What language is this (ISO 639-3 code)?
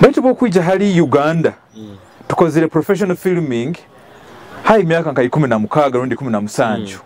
nyo